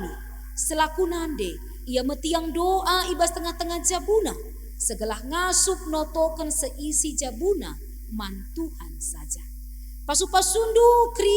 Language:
Batak Karo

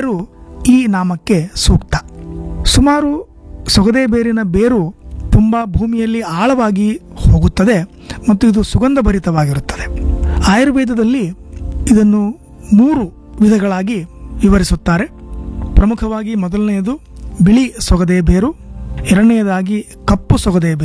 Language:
Kannada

